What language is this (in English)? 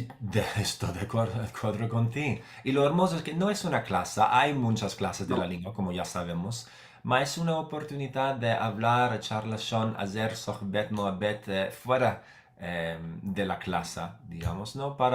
Ladino